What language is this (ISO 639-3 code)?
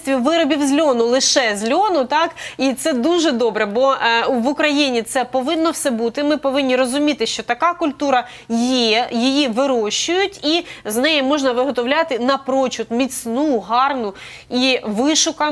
ukr